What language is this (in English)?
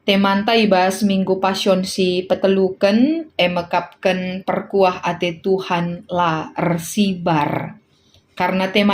Batak Karo